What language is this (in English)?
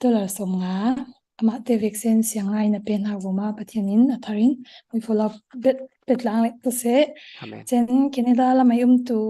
Falam Chin